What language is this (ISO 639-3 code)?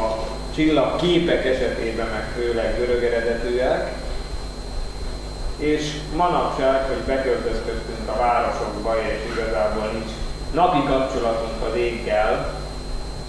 hun